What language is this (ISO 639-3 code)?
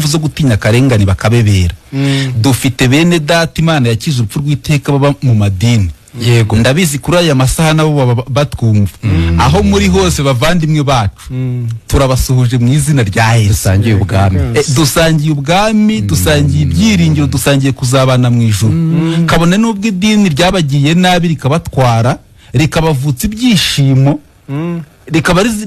kin